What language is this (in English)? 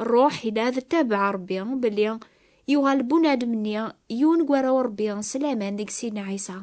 Kabyle